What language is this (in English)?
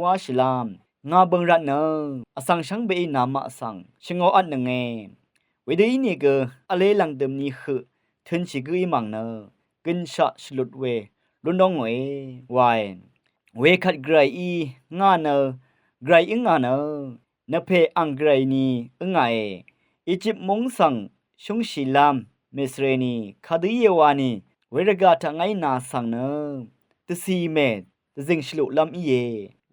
Rawang